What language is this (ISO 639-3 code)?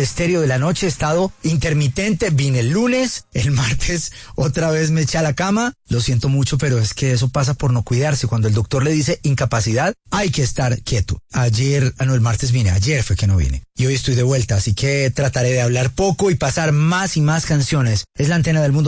spa